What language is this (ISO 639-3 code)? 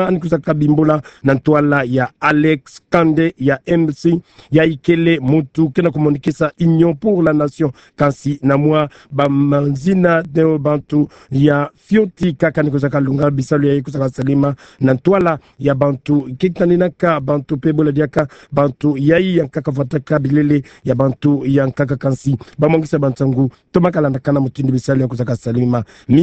ktu